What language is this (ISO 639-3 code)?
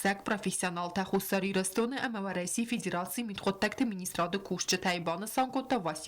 oss